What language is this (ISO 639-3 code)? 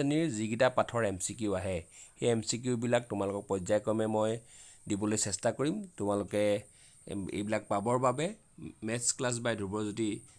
asm